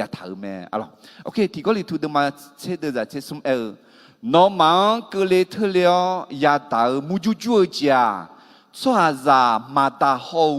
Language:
Akha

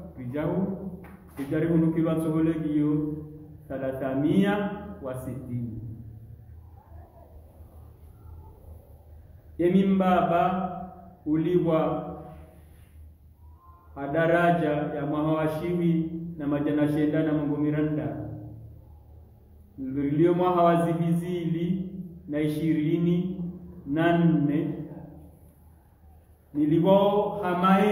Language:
Swahili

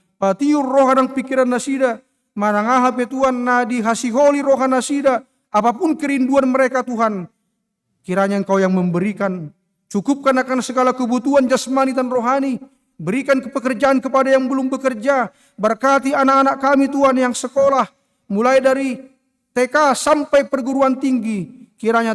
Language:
Batak Toba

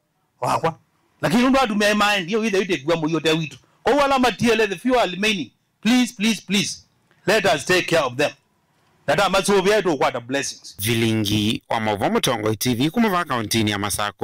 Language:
Kamba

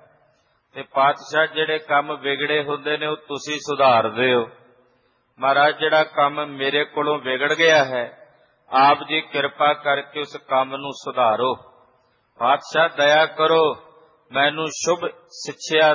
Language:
Punjabi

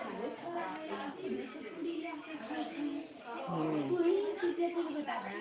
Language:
Maithili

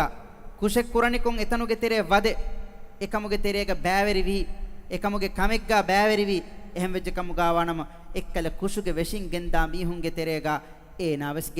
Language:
Divehi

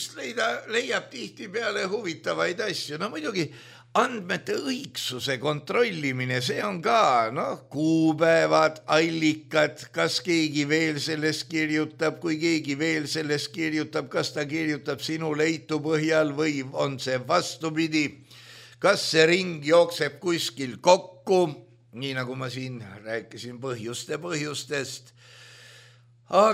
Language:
Estonian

